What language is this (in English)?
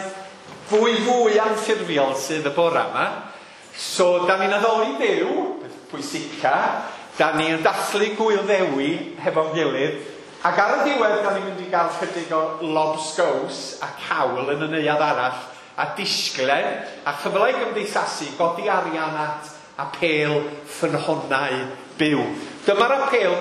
Welsh